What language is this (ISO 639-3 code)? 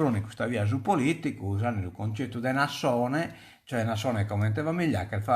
srd